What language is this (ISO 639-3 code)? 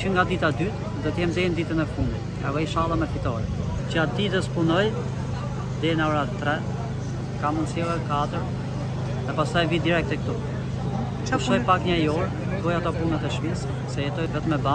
sqi